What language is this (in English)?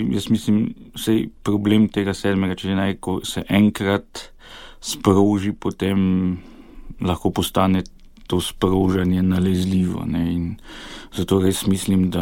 Slovenian